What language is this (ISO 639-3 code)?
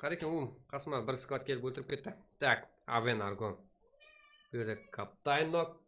kaa